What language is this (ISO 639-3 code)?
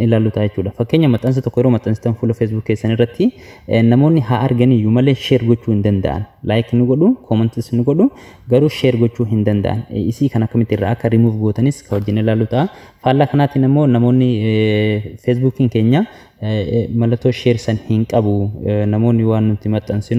orm